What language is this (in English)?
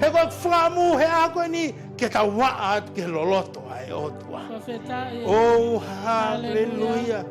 Tongan